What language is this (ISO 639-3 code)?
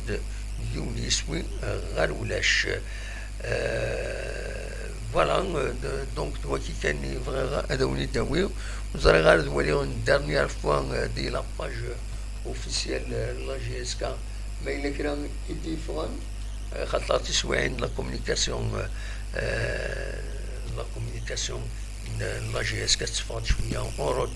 kab